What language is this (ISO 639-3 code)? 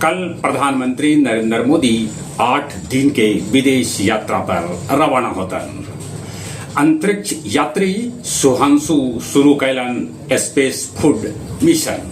mag